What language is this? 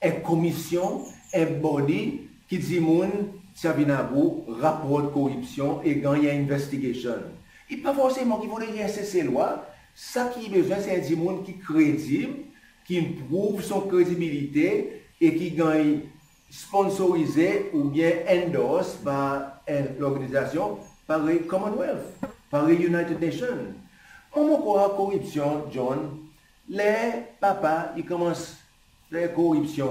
Seselwa Creole French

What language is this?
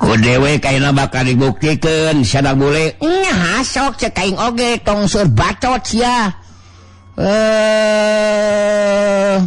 Sundanese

